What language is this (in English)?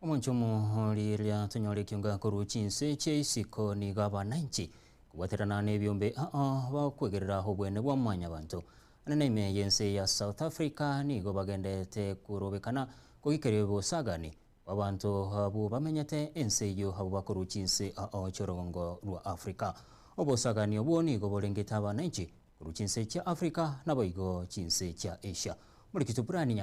Gusii